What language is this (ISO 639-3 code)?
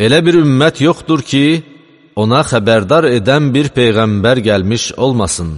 aze